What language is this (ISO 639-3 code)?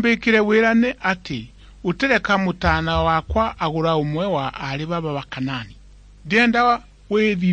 mer